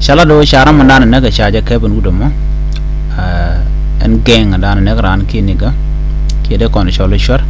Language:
Nuer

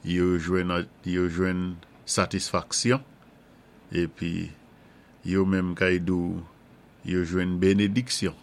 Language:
Saint Lucian Creole French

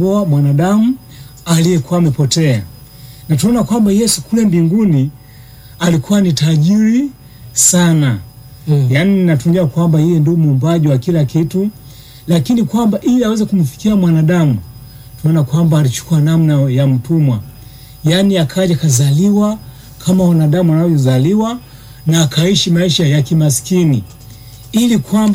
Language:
Swahili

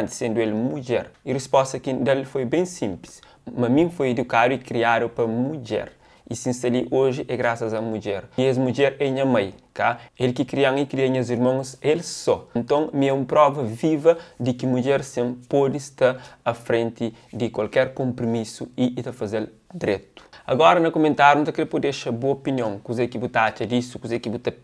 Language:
Kabuverdianu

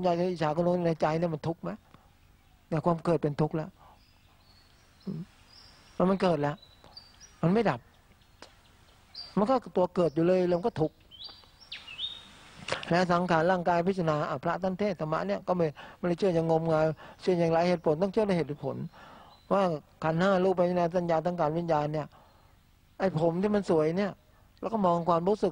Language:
Thai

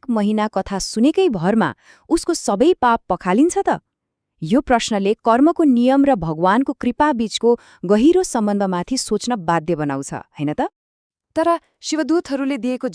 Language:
Nepali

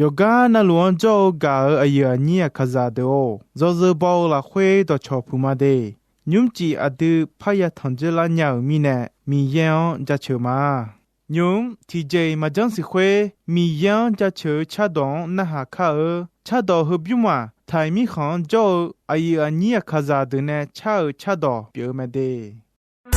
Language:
Akha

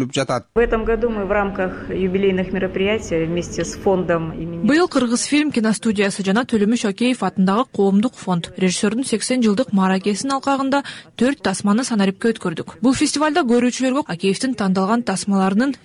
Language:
Kyrgyz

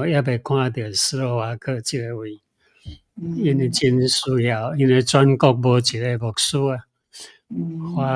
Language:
Min Nan Chinese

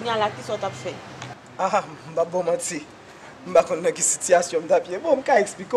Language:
Haitian Creole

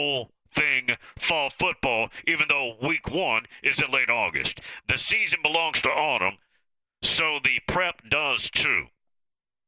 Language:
English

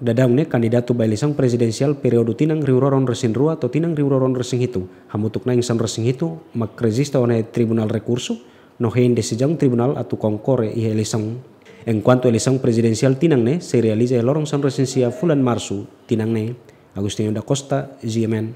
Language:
Tetum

